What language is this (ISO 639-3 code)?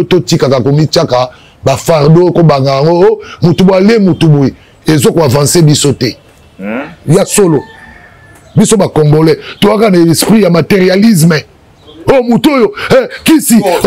lin